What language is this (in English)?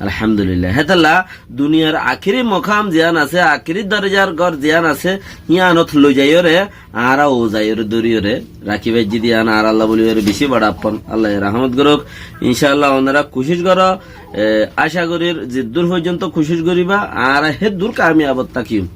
Rohingya